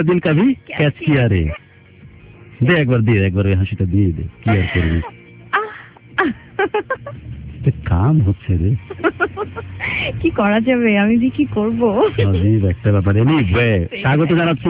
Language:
Bangla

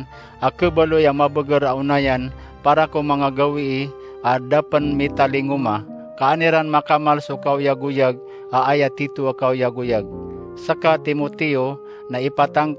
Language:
Maranao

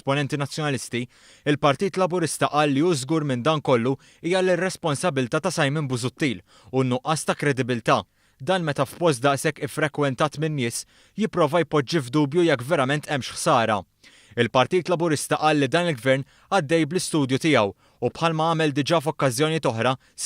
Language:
Maltese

